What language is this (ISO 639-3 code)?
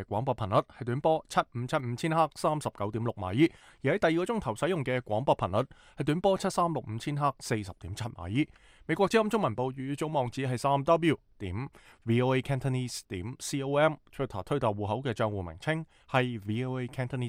yue